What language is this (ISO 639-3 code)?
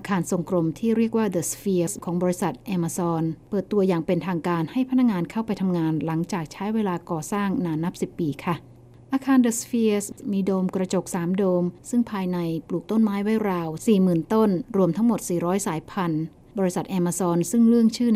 tha